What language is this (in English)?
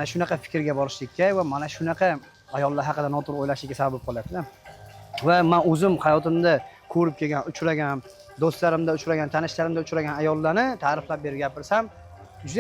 Uzbek